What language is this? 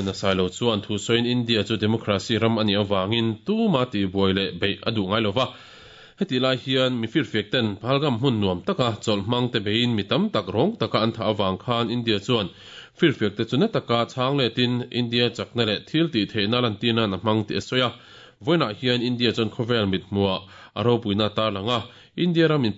Mizo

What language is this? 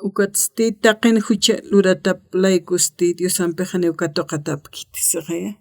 Aymara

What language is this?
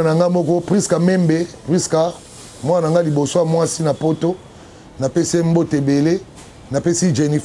Lingala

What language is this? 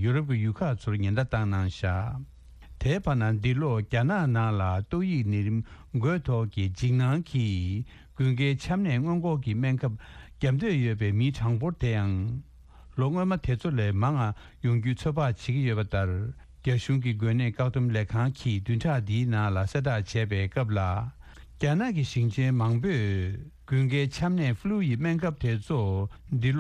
Tibetan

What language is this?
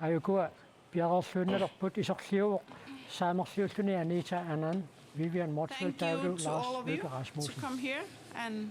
Kalaallisut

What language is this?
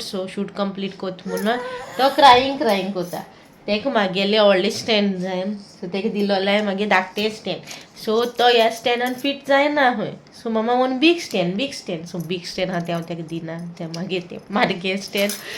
Konkani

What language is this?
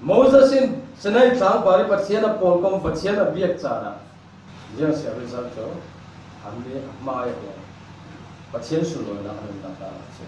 Falam Chin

